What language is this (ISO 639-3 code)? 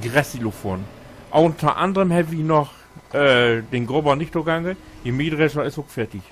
nds